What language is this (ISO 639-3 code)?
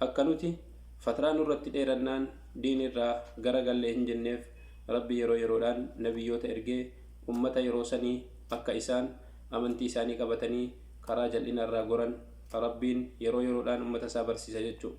orm